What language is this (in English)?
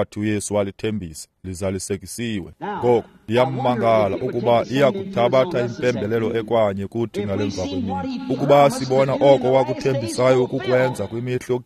Xhosa